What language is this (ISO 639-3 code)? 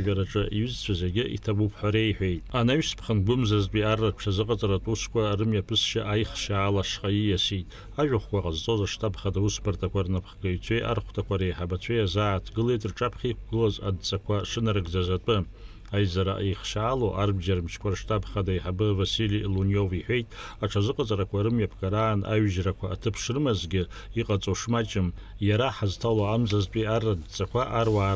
abk